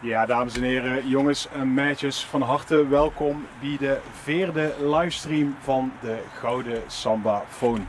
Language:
Limburgish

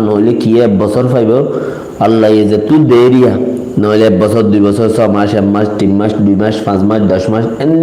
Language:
Rohingya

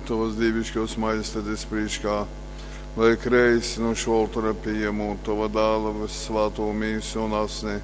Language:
Latgalian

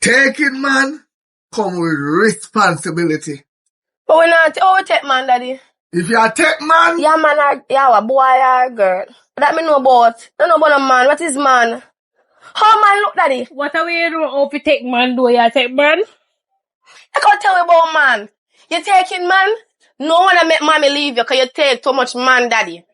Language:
Jamaican Creole English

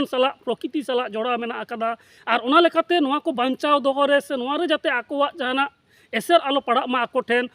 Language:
Santali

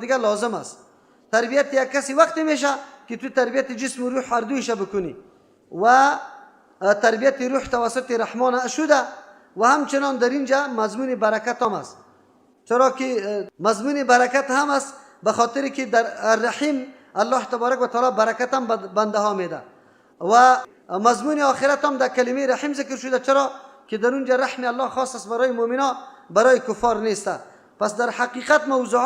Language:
Persian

